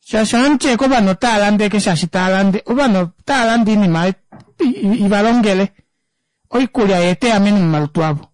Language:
Kuanyama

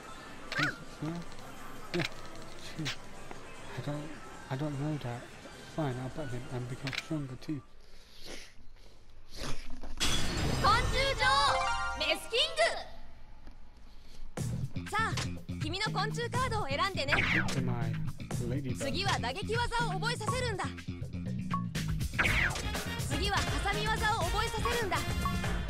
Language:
Japanese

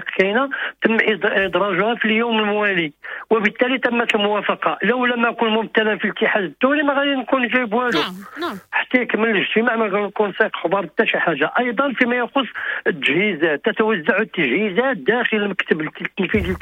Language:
Moroccan Arabic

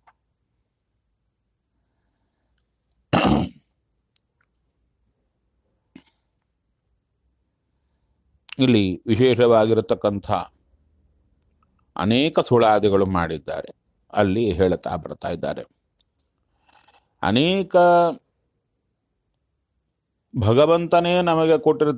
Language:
Kannada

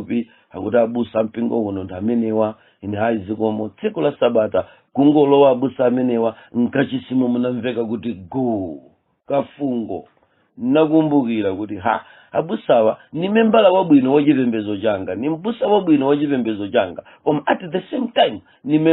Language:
Nyanja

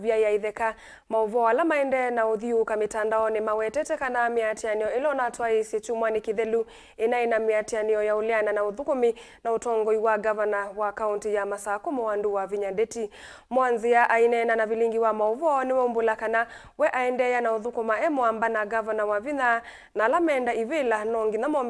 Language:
Kamba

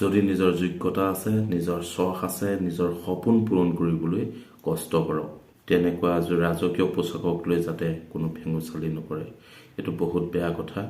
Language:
Assamese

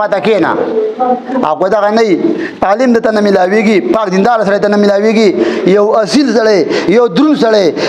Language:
Pashto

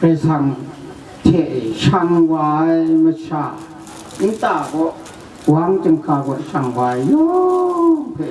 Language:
Kachin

